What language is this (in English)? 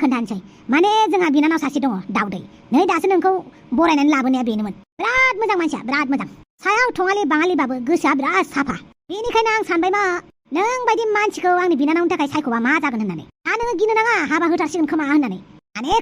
Bodo